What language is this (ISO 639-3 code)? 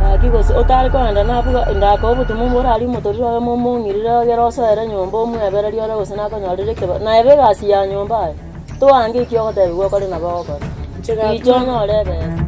guz